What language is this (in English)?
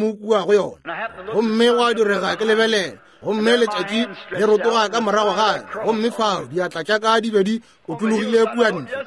Northern Sotho